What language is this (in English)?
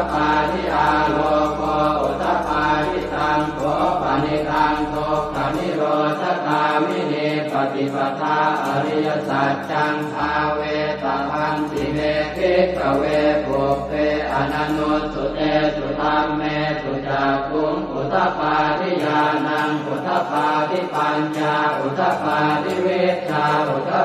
Pali